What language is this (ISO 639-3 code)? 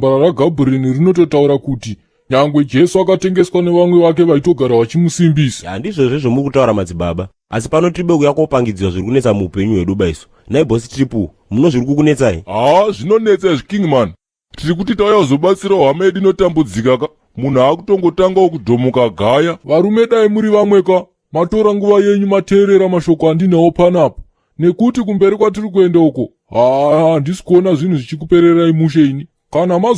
sna